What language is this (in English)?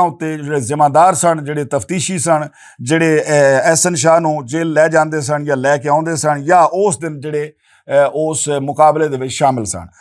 Western Panjabi